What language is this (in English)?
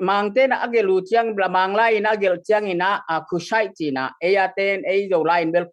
Tedim Chin